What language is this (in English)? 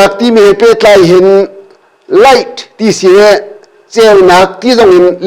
Hakha Chin